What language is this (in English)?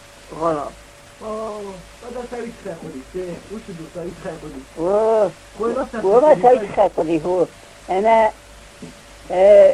Ossetic